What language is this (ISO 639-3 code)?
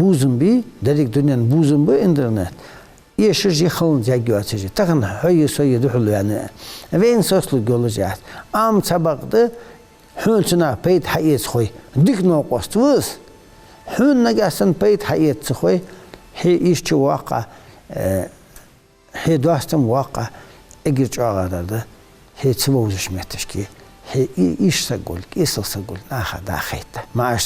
inh